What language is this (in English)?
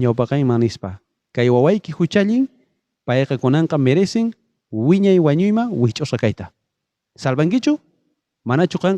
South Bolivian Quechua